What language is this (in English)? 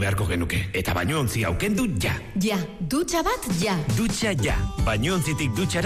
Basque